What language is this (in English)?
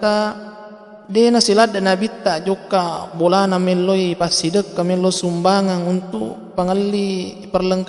Buginese